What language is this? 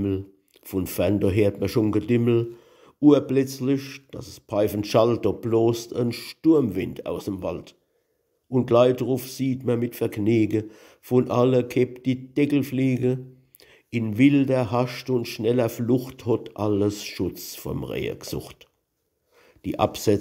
Palatine German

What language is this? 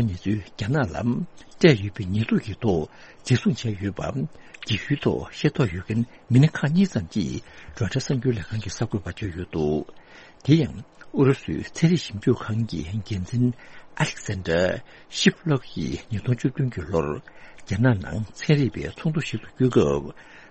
Tibetan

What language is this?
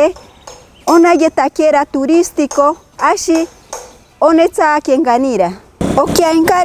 Machiguenga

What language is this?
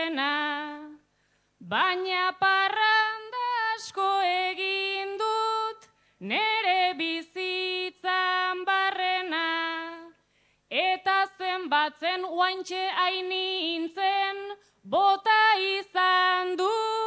Basque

